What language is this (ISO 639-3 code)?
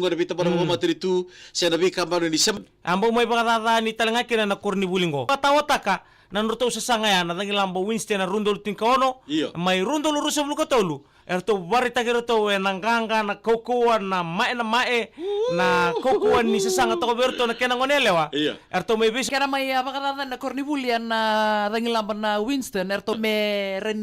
fij